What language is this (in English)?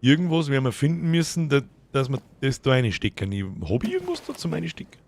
Bavarian